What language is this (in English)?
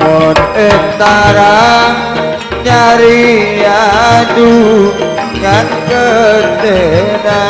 Madurese